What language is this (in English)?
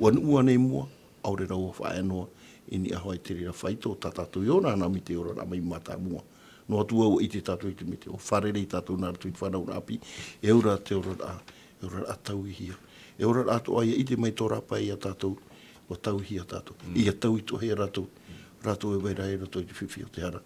Tahitian